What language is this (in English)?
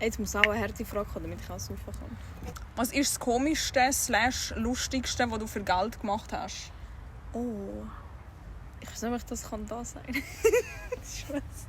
Swiss German